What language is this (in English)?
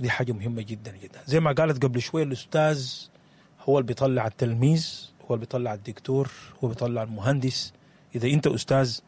Sudanese Arabic